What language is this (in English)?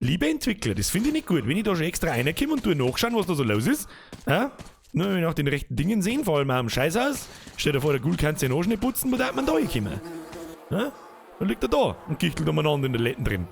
Bavarian